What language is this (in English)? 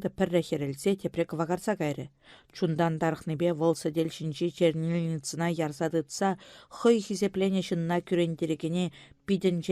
Chuvash